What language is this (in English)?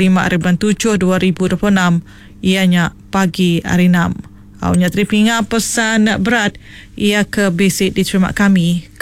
Iban